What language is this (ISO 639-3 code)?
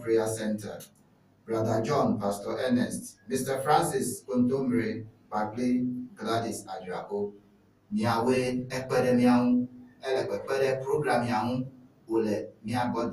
ewe